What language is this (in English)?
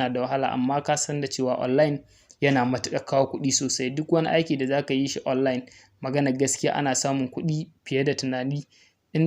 Hausa